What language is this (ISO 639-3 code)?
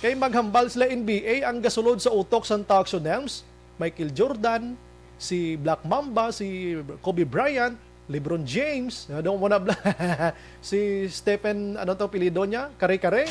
hil